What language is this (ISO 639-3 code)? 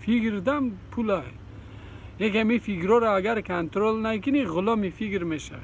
fas